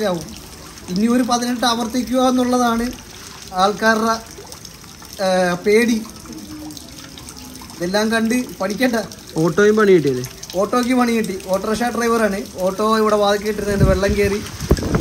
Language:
Malayalam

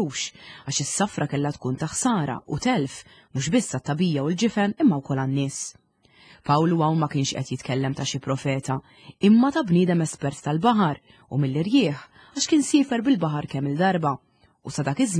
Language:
Maltese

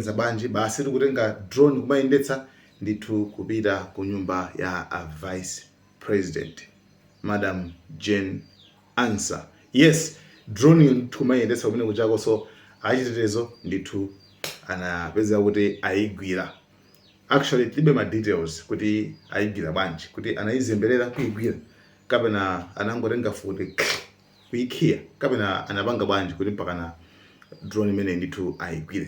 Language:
Nyanja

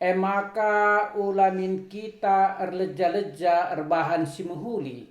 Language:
Batak Karo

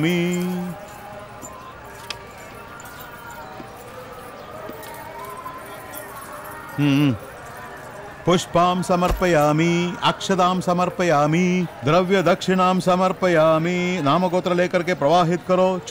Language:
Telugu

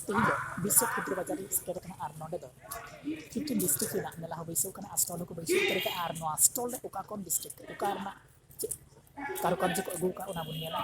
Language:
Santali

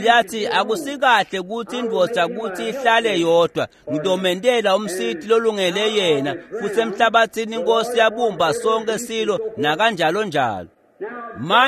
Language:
Swati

